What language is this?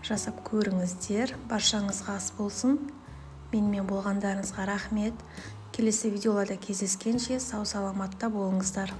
Kazakh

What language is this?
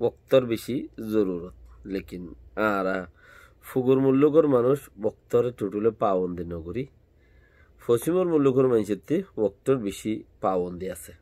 Rohingya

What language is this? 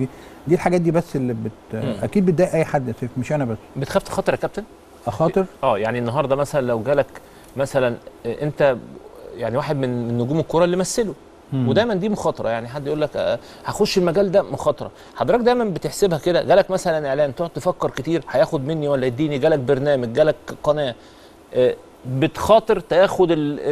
Egyptian Arabic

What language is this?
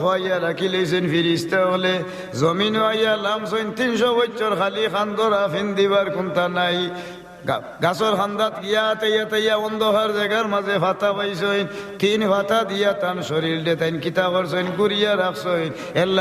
Sylheti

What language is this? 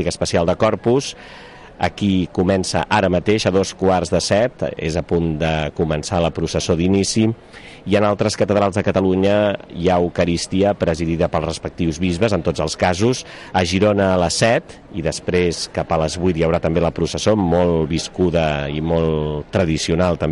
Catalan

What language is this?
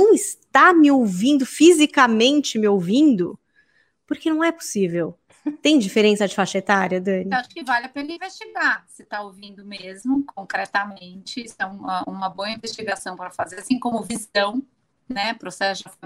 Portuguese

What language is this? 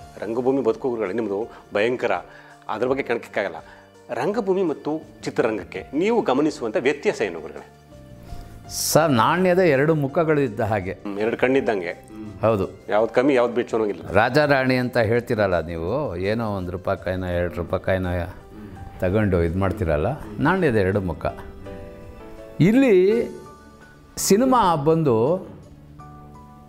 Kannada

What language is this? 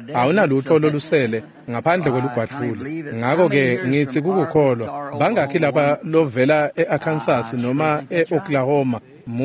Swati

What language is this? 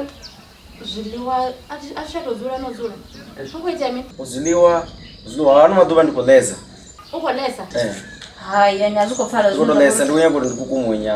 Venda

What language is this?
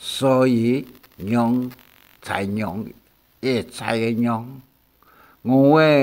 Hakka Chinese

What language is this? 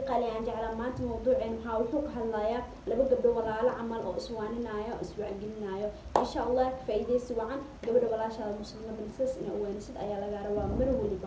Somali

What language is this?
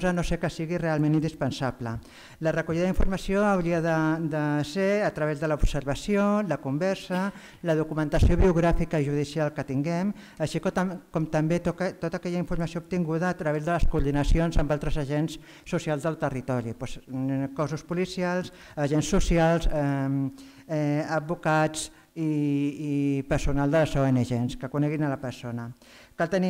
Catalan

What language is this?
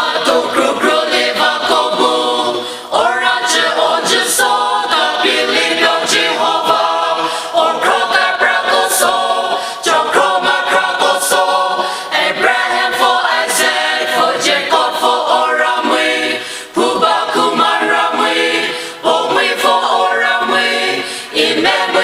Poumei Naga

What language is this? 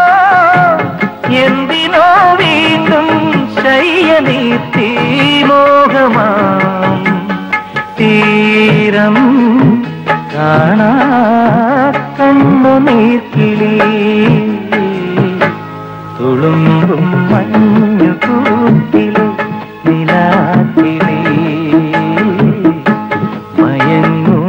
Malayalam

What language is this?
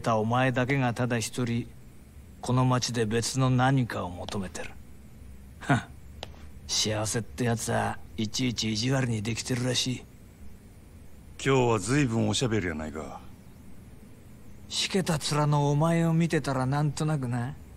Japanese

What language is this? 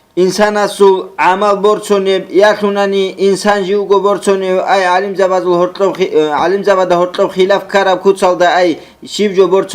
Avaric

